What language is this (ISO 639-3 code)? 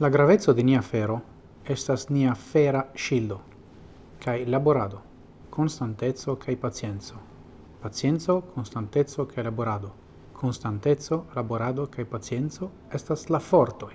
epo